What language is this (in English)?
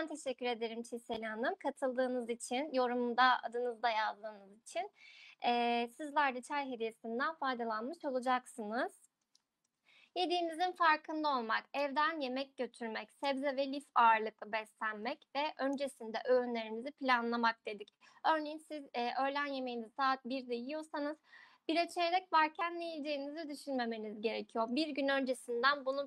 Turkish